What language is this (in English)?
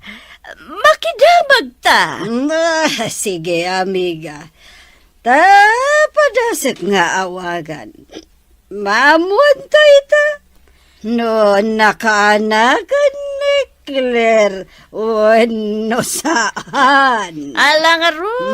Iloko